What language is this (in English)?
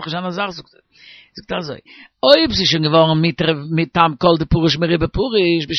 Yiddish